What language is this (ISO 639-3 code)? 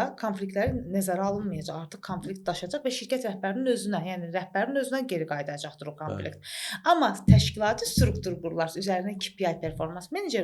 aze